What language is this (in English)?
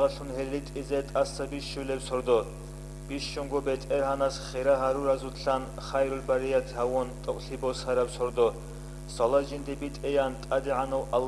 Avaric